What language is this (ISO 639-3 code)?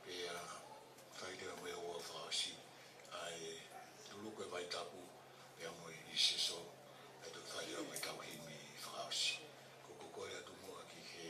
ton